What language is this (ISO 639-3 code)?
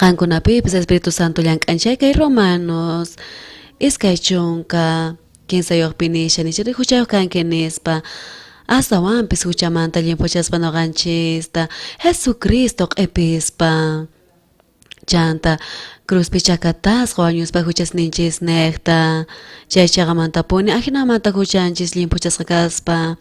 quh